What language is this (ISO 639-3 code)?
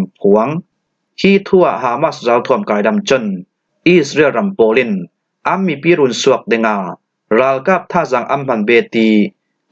cfm